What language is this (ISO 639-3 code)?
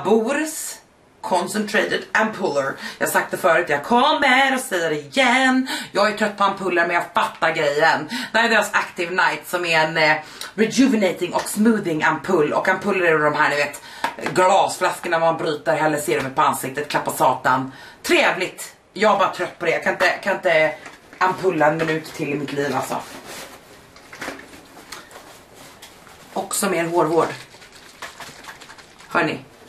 swe